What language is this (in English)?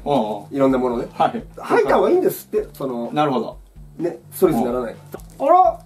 Japanese